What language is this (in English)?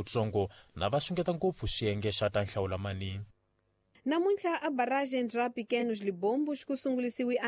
Tsonga